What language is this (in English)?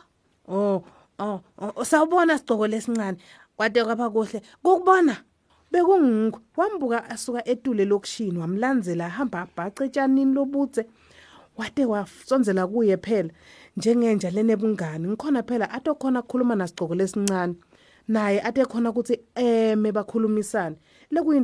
Swati